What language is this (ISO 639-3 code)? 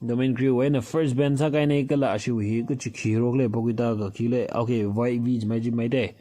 nmf